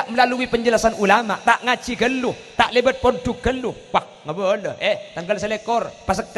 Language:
Madurese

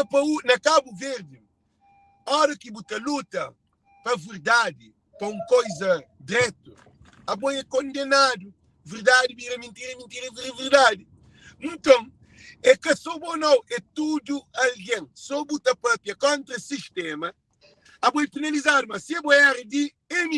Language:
Kabuverdianu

